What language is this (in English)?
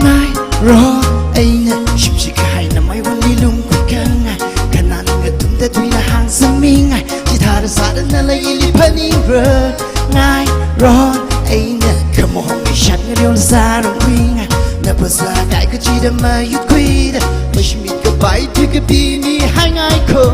Tangkhul Naga (India)